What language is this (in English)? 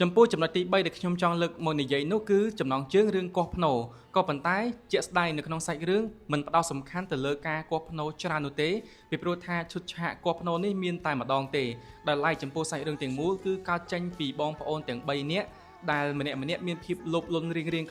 Khmer